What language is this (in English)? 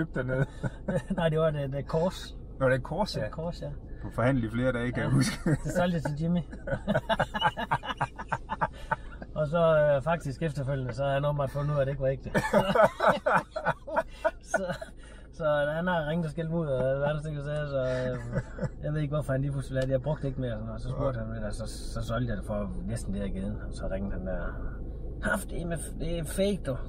Danish